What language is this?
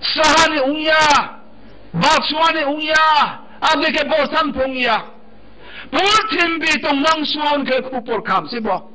Riang (India)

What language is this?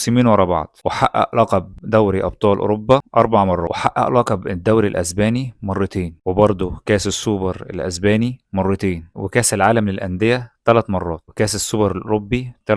Egyptian Arabic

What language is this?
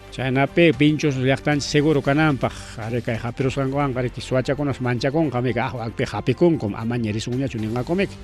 Ayacucho Quechua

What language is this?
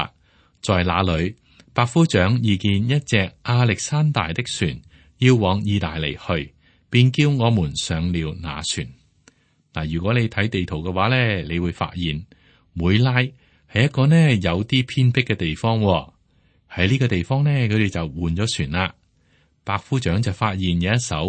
Cantonese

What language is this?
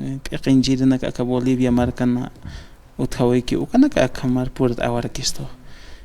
Aymara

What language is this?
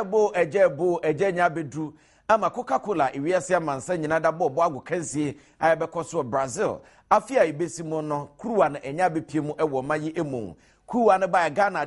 Akan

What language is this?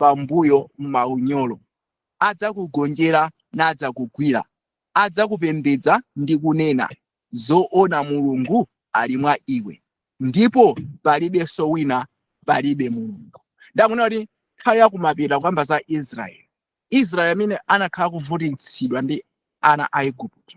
Nyanja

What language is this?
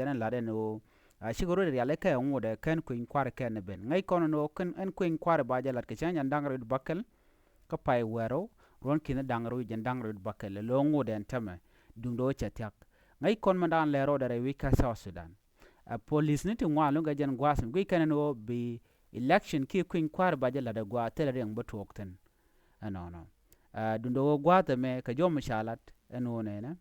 Nuer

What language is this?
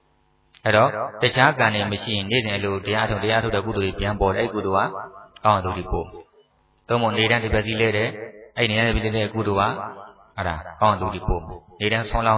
Burmese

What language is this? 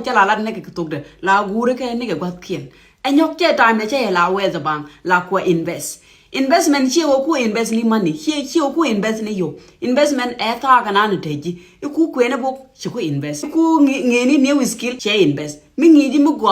Nuer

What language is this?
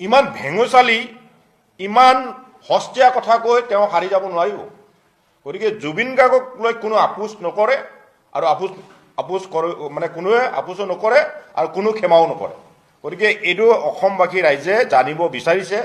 Assamese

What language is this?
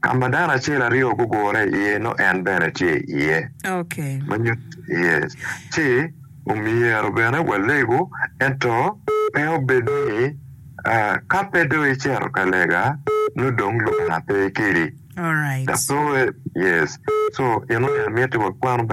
Acoli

